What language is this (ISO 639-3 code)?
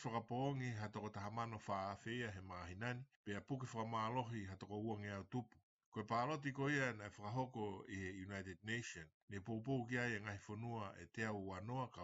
ton